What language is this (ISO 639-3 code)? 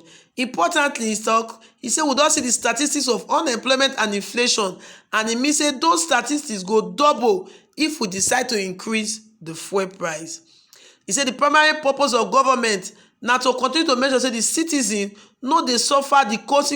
pcm